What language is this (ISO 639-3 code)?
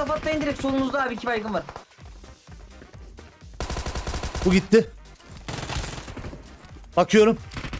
tur